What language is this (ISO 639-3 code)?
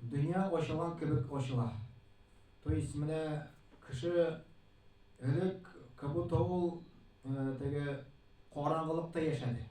tat